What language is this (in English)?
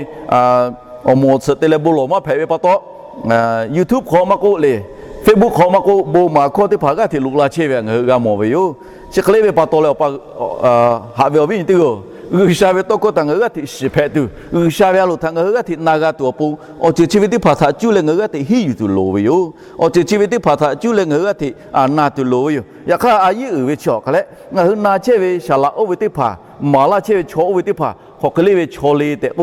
Lahu